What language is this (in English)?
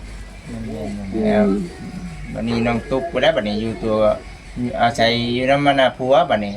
Northeastern Thai